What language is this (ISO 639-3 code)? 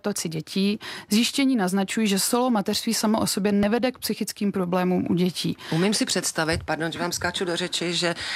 ces